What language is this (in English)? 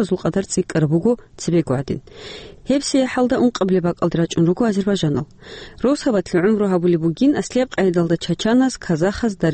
Avaric